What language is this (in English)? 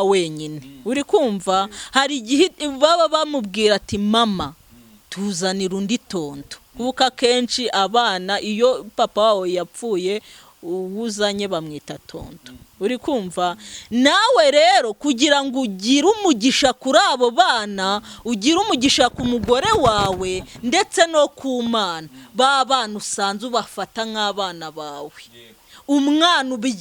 Kinyarwanda